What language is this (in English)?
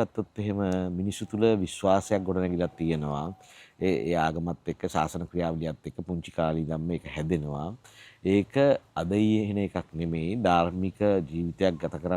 Sinhala